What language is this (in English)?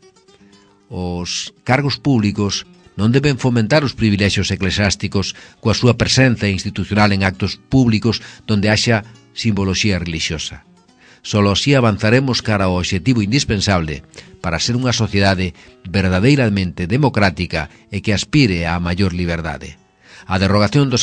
Galician